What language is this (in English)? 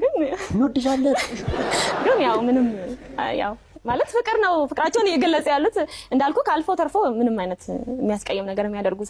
Amharic